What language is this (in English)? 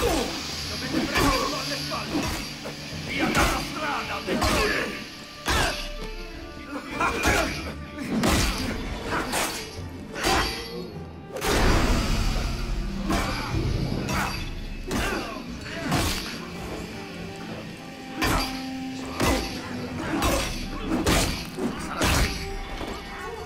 Italian